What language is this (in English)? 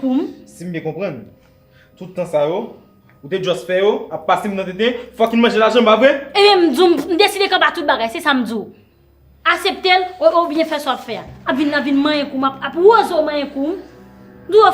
Haitian Creole